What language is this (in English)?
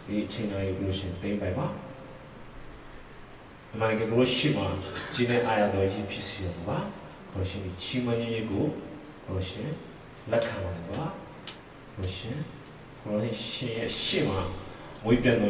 Burmese